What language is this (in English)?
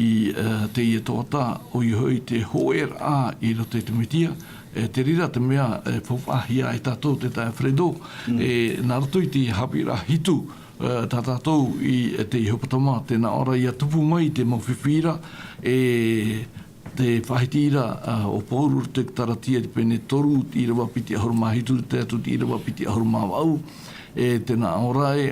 Tahitian